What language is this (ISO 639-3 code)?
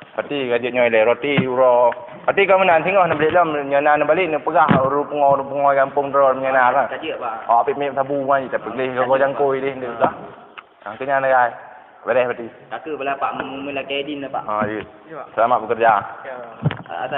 ace